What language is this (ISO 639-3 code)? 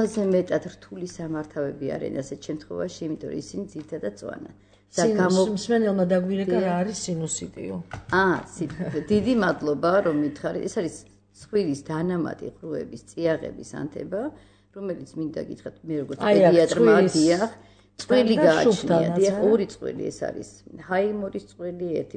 kat